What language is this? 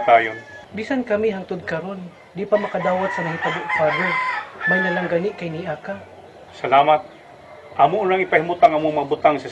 Cebuano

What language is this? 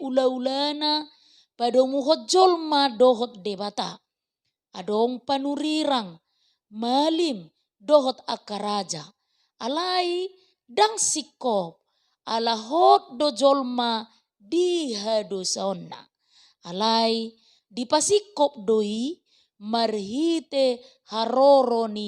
Batak Toba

